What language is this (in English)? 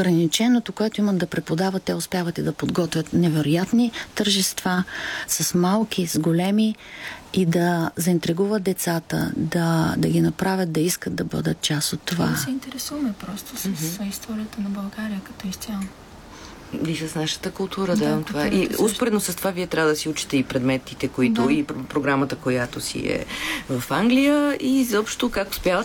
Bulgarian